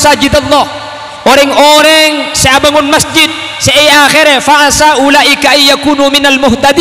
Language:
Madurese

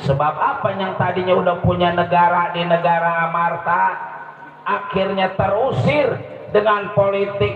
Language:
Betawi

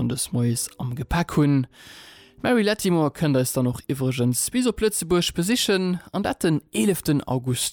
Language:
Luxembourgish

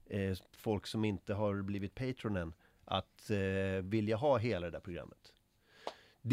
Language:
Swedish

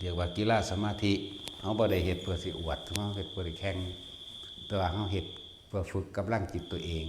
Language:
Northeastern Thai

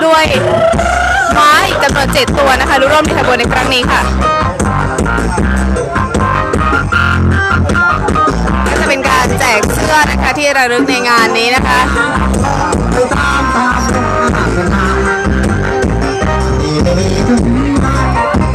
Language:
Thai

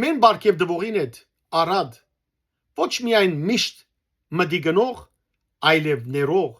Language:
Western Armenian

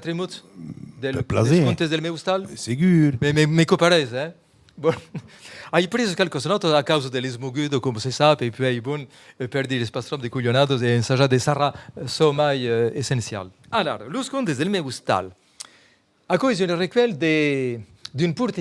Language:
Occitan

